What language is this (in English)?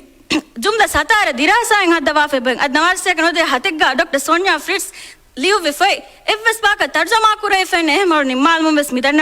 Divehi